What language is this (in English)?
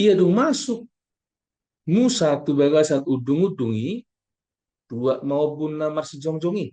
Batak Toba